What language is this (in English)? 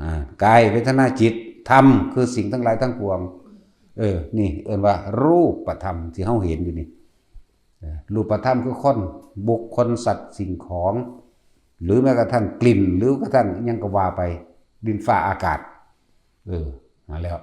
Lao